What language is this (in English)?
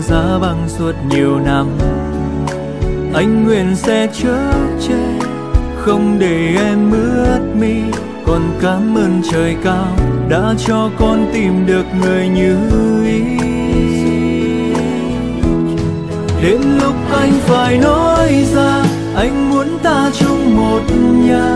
Vietnamese